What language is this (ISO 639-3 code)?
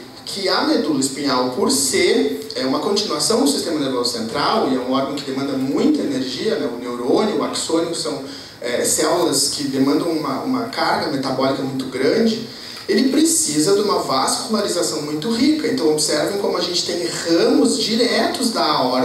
por